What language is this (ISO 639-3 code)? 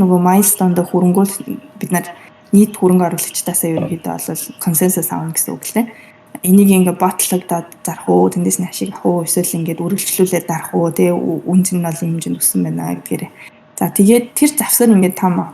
mon